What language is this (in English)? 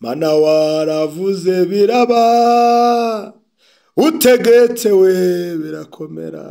Kinyarwanda